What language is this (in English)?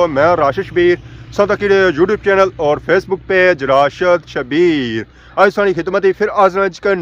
Pahari-Potwari